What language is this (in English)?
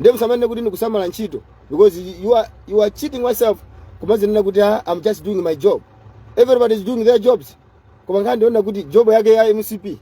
Nyanja